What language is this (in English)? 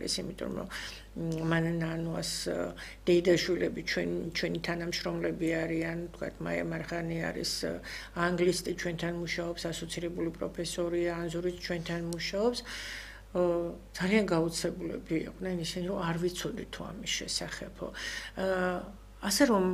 Georgian